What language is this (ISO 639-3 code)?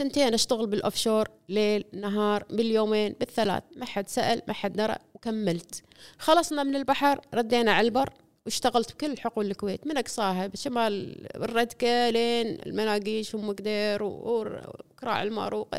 afb